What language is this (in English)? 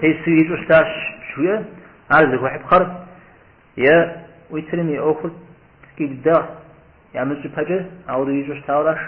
Kabardian